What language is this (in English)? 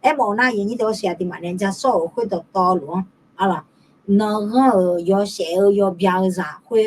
Akha